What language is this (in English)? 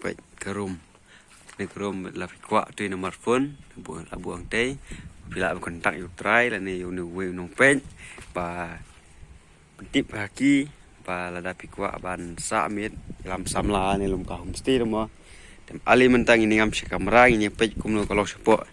Khasi